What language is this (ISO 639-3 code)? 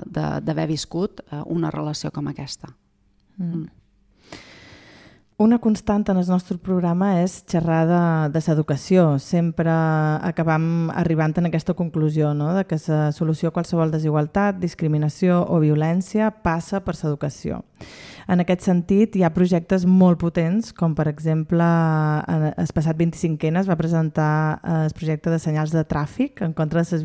cat